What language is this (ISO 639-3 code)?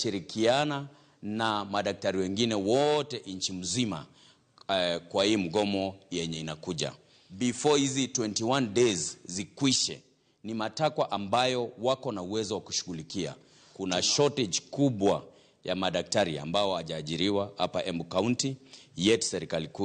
luo